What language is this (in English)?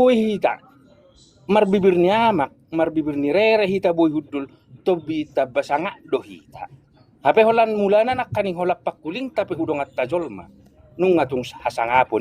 Batak Toba